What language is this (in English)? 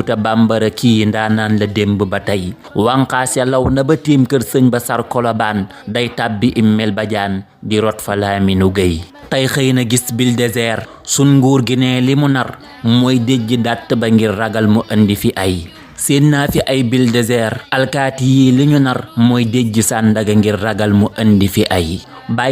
Wolof